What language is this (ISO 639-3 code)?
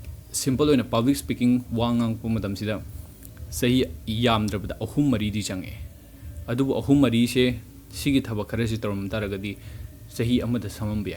mni